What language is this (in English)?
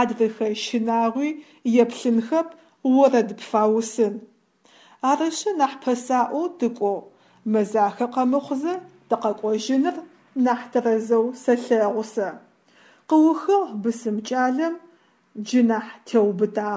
Adyghe